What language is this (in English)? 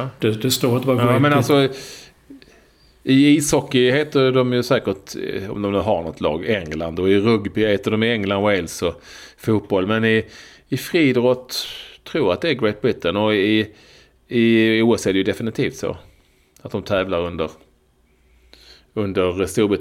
Swedish